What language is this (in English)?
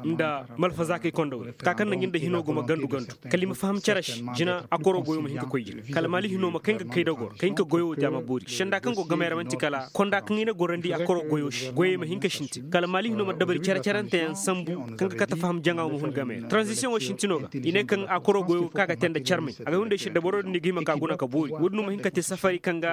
Koyraboro Senni